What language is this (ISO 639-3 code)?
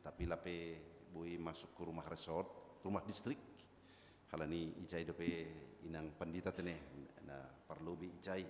bts